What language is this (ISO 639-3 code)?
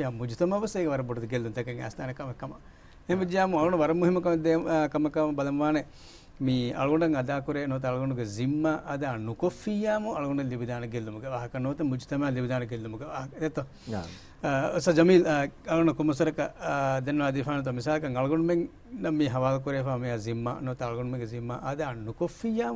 div